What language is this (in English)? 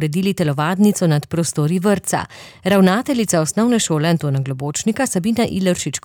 Slovenian